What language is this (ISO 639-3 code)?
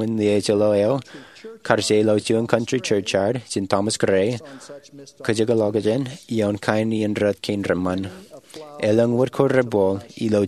mah